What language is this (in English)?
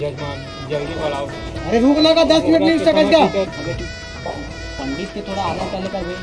Chhattisgarhi